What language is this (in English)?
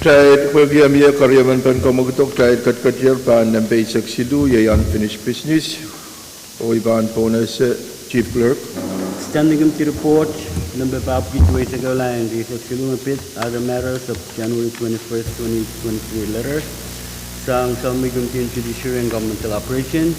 Pohnpeian